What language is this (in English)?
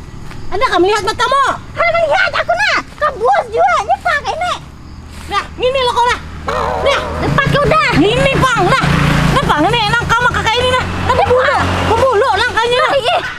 Banjar